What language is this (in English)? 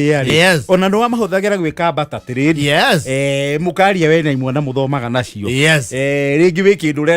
Kikuyu